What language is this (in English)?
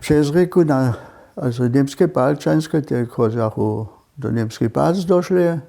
Upper Sorbian